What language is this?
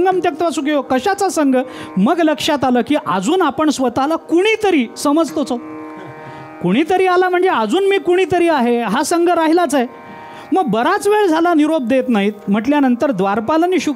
Marathi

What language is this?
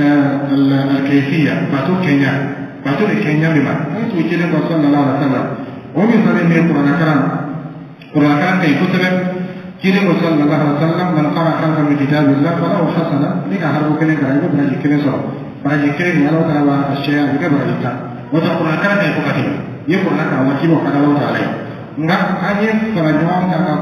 Dyula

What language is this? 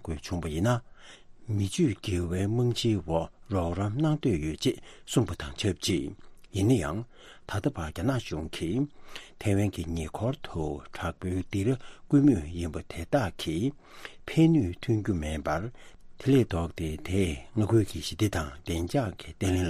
Tibetan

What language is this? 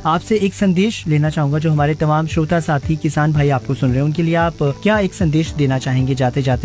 Hindi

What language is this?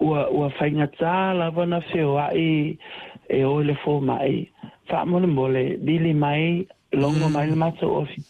Samoan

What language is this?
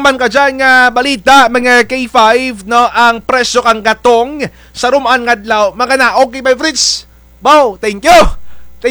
Kinaray-a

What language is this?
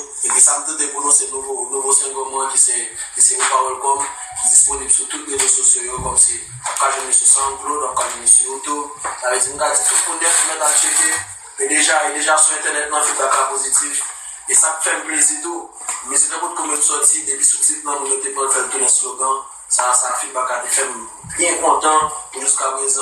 Haitian Creole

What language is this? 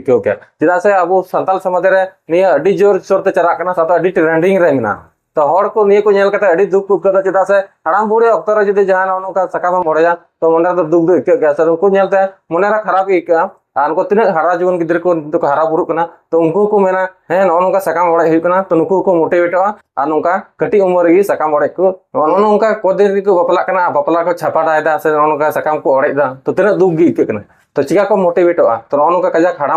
Santali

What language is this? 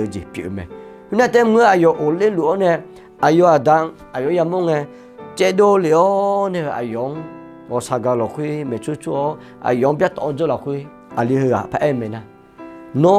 Akha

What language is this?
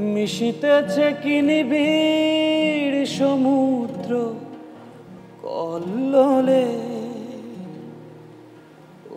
Bangla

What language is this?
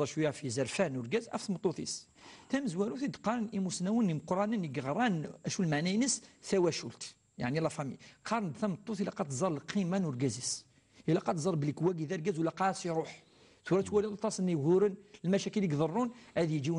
Kabyle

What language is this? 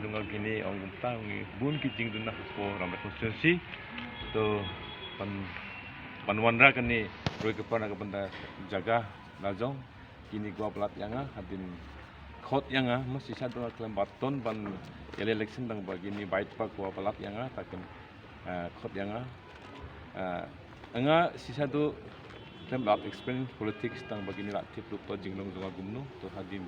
Khasi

